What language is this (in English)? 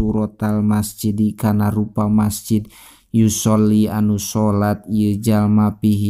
Sundanese